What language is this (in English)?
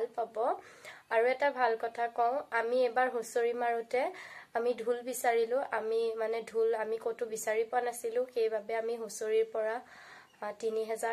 Assamese